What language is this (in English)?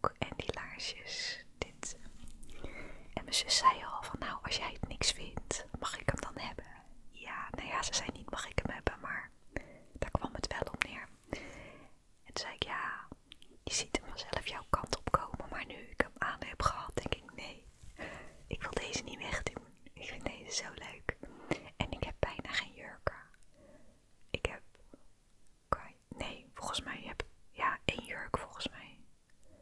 Dutch